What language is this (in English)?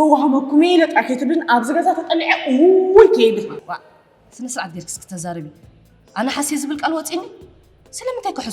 Tigrinya